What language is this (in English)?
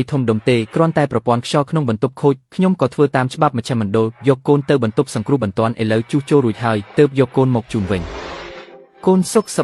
Khmer